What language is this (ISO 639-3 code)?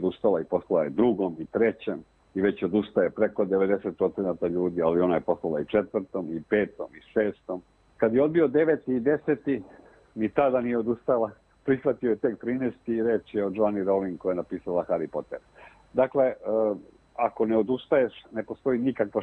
srp